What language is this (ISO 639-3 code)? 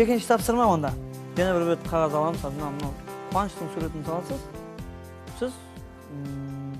kaa